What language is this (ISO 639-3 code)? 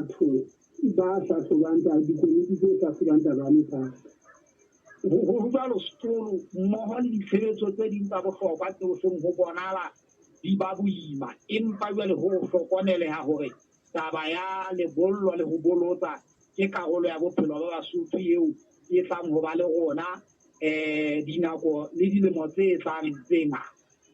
sot